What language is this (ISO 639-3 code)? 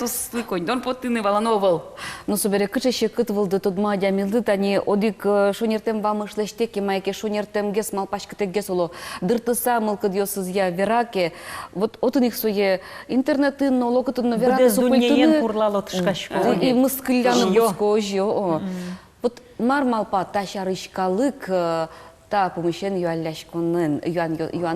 udm